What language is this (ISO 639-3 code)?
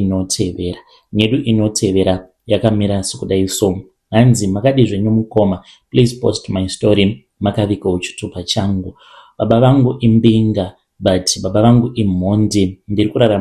sna